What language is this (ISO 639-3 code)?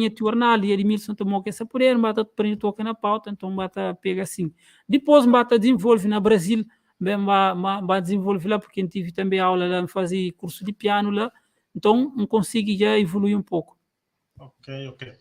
kea